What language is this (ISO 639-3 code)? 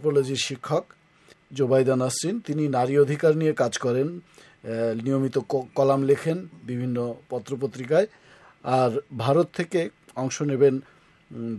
ben